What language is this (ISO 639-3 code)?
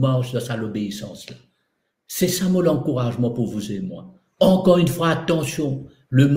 mfe